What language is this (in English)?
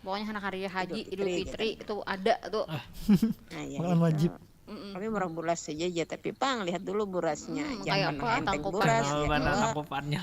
Banjar